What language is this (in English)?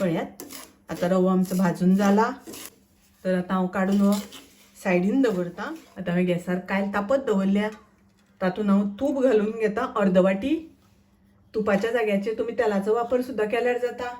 Konkani